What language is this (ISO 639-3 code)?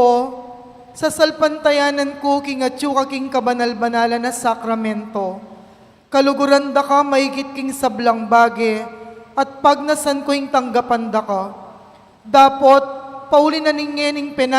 pam